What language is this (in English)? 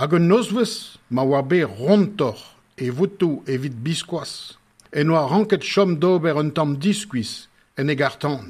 Breton